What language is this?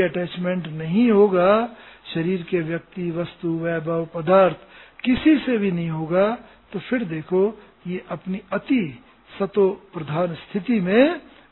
Hindi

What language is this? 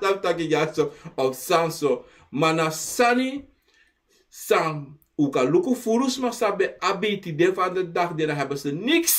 Sranan Tongo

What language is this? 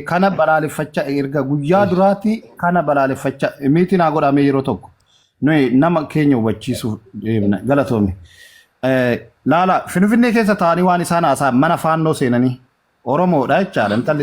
Oromo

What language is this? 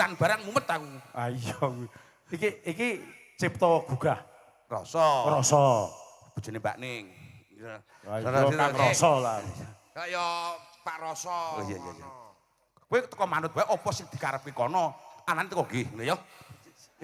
Javanese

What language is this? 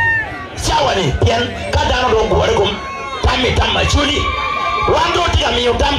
Acoli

